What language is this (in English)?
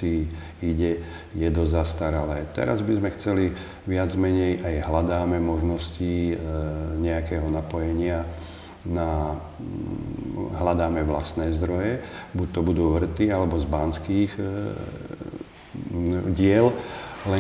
Slovak